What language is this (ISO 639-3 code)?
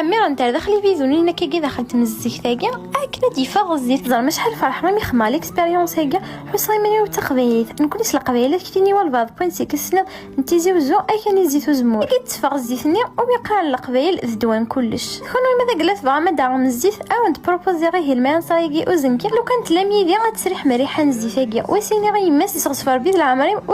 kab